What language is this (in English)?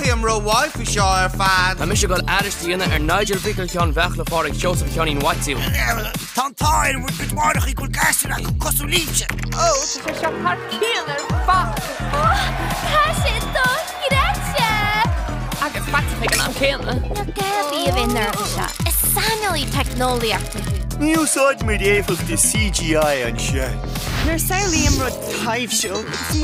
Irish